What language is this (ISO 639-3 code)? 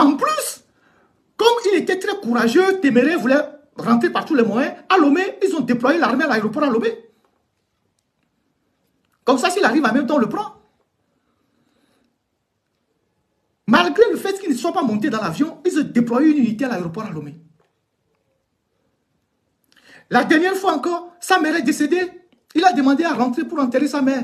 fra